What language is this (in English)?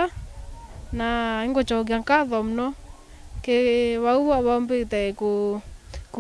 Meru